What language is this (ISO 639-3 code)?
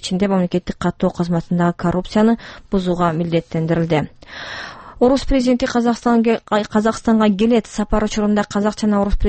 kir